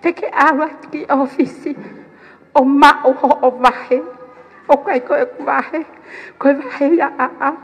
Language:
Tongan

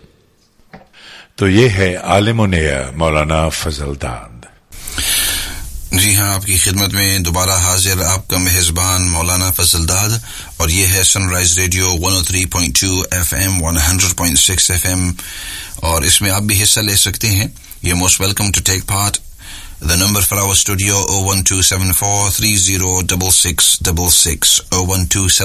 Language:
Urdu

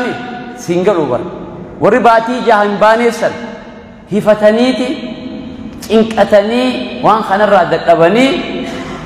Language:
Oromo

